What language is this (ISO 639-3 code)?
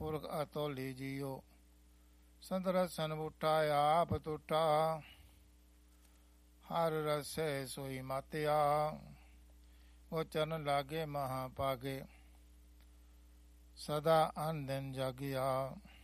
pan